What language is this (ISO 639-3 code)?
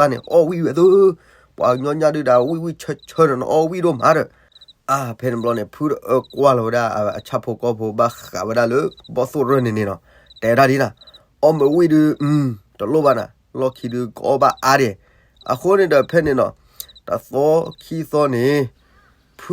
ksw